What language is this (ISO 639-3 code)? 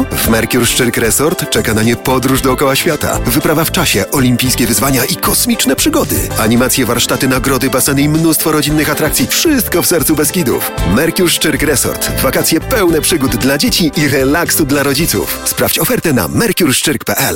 pol